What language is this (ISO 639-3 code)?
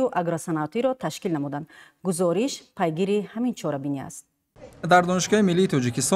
tgk